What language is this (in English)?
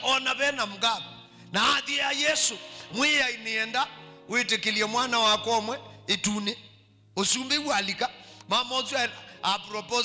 Kamba